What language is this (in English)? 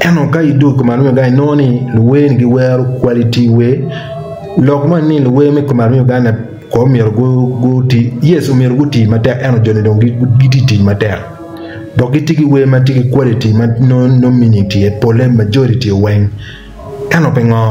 Acoli